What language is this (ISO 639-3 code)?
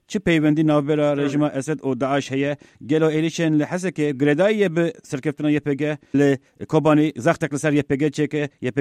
kur